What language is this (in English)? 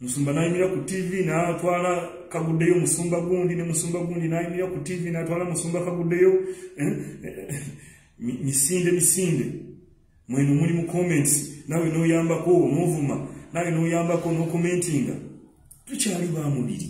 Ganda